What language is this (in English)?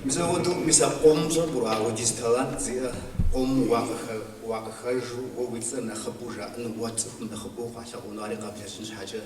Kabardian